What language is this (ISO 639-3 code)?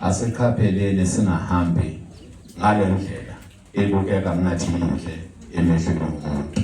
zul